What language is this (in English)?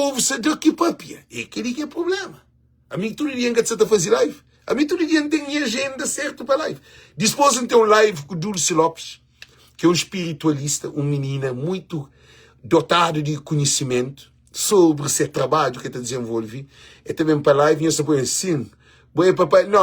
Kabuverdianu